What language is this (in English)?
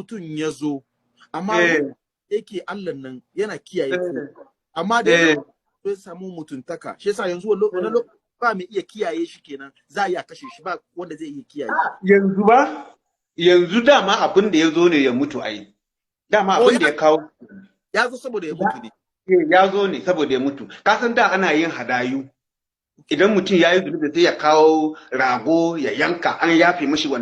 Hausa